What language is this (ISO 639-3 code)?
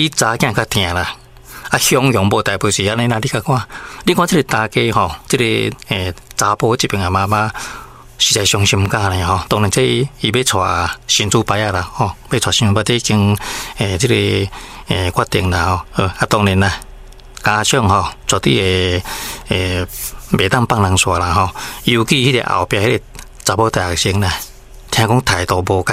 nan